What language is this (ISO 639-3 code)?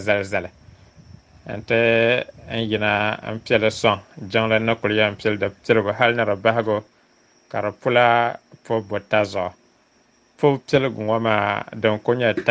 dag